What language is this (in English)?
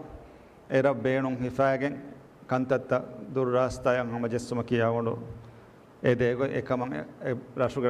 Divehi